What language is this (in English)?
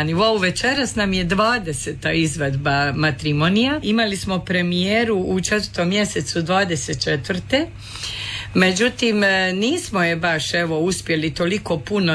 Croatian